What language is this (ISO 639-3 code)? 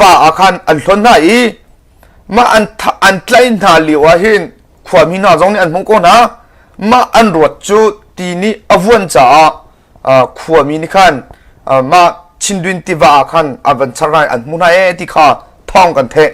cnh